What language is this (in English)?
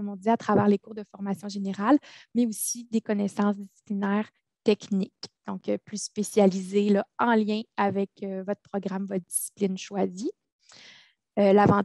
French